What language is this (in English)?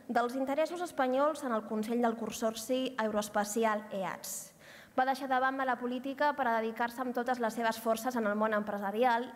Catalan